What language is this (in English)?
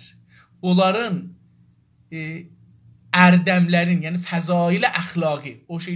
South Azerbaijani